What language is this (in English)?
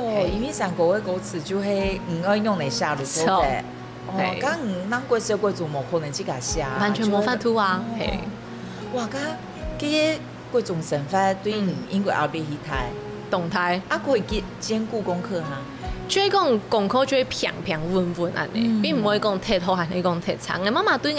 Hakka Chinese